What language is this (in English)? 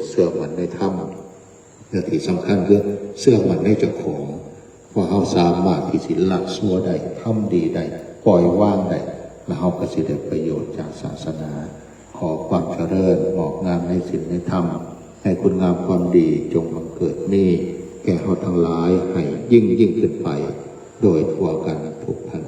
Northeastern Thai